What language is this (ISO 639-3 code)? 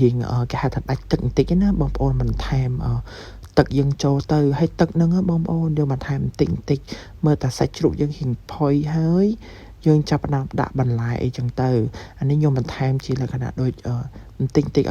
khm